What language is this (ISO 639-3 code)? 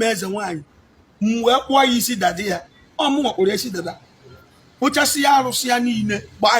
ibo